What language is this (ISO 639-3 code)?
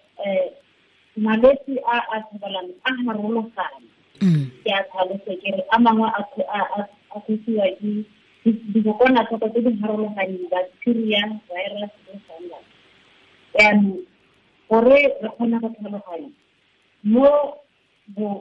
tsn